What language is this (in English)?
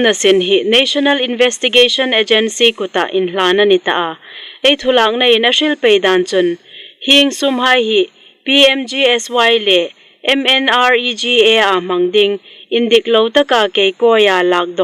Hmar